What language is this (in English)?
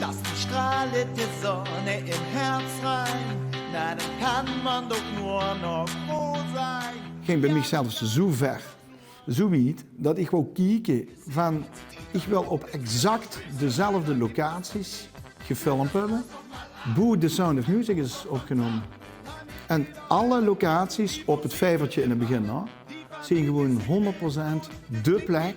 Limburgish